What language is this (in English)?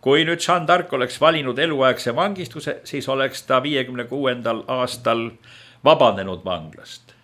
Estonian